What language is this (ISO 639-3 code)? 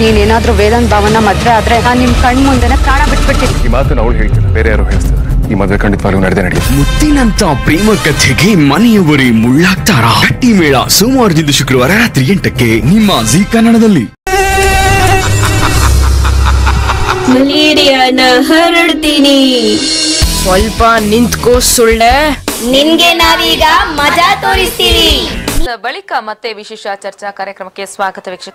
kan